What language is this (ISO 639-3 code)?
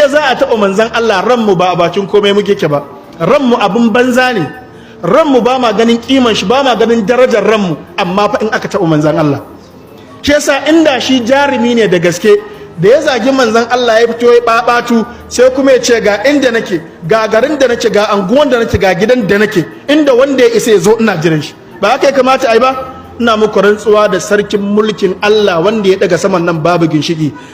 hau